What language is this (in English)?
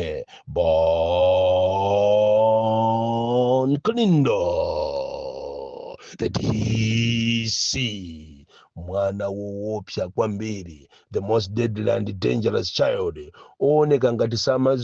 Nyanja